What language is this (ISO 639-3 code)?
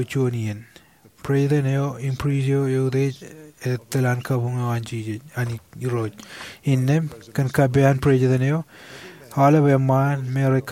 mah